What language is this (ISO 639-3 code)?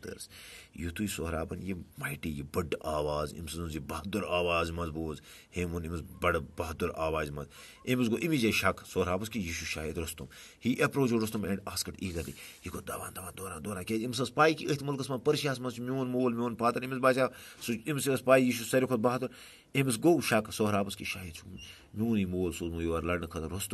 kas